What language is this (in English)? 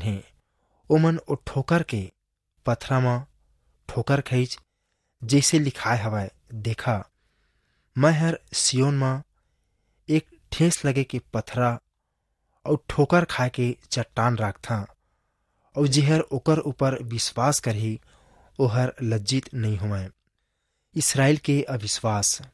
Chhattisgarhi